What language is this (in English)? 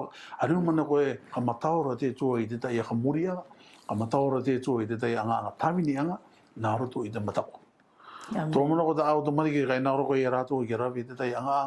Rarotongan